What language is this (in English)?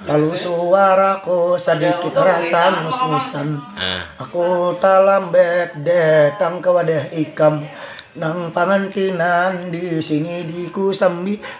Banjar